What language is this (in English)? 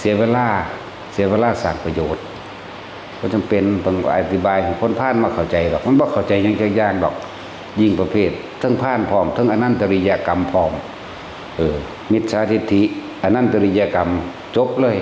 Northeastern Thai